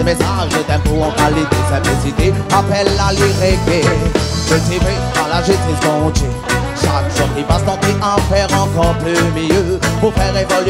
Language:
Réunion Creole French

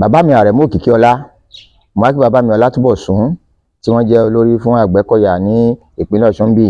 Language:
Yoruba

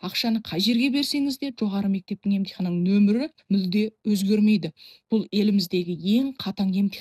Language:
Kazakh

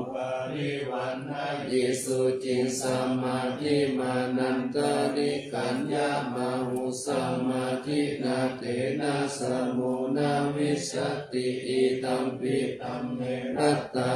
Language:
Pali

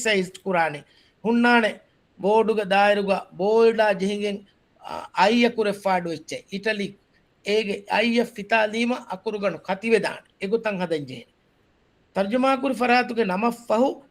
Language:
Divehi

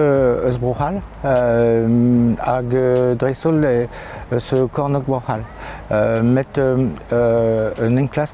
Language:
Breton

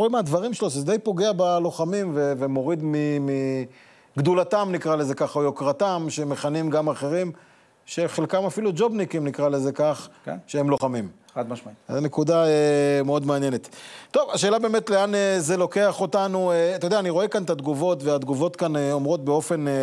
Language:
Hebrew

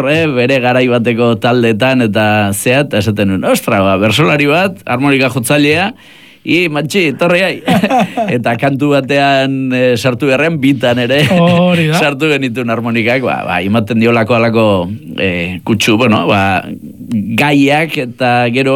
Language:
Basque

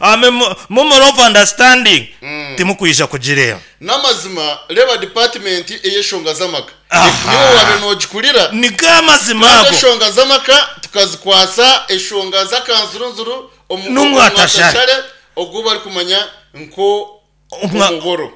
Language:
Nyankole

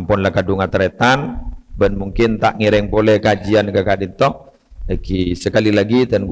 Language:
Madurese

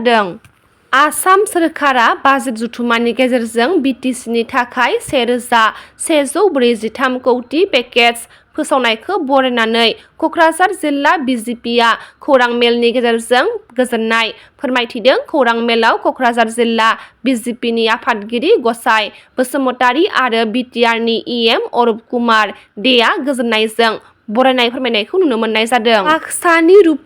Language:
Bodo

